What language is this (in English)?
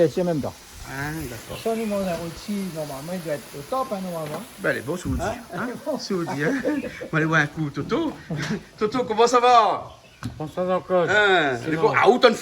Réunion Creole French